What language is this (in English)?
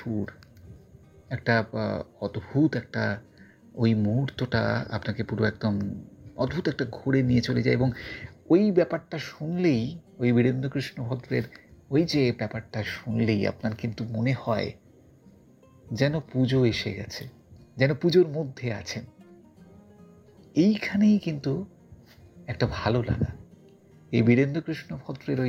Bangla